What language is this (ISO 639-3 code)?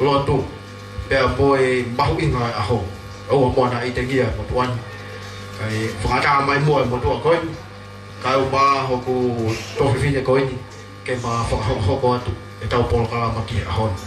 ton